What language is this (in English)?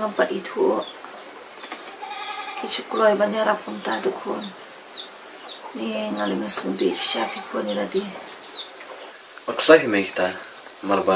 Malay